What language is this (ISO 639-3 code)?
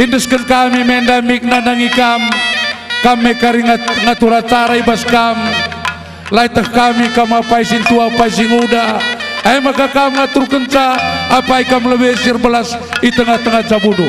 btx